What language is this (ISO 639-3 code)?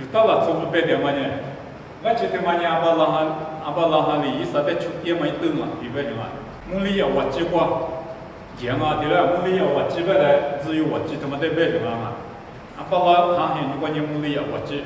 lis